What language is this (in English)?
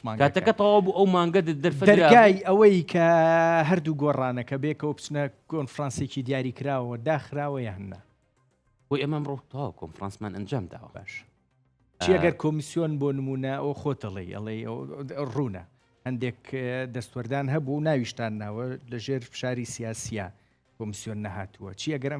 Central Kurdish